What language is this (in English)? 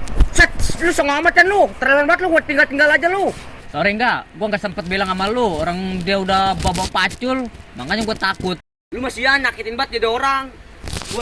Betawi